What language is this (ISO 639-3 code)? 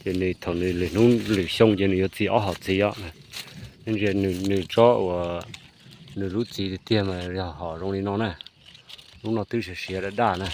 hmn